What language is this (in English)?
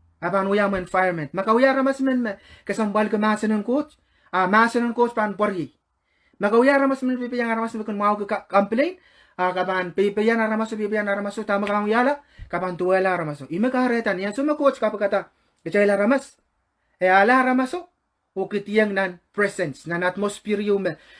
Pohnpeian